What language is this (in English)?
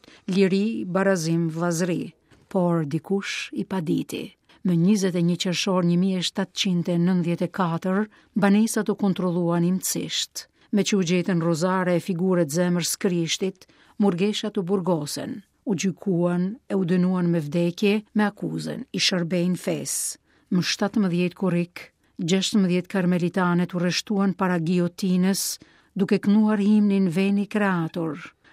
Albanian